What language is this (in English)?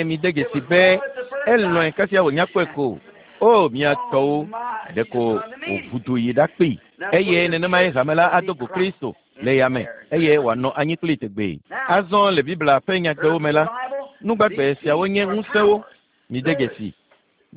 Ewe